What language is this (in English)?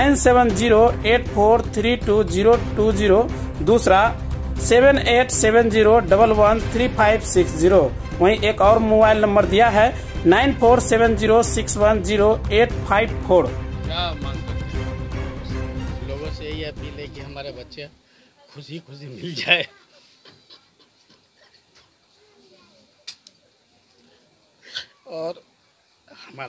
Hindi